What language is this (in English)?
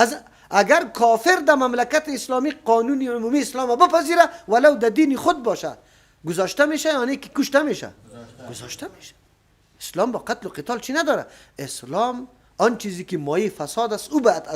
Persian